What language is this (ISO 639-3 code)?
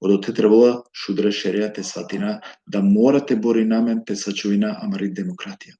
rmn